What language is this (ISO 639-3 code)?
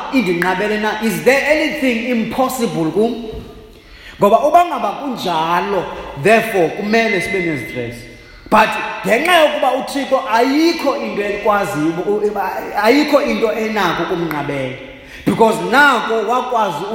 xho